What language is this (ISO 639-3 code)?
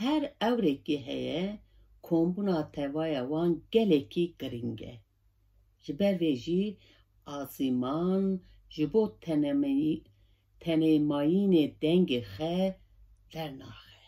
kur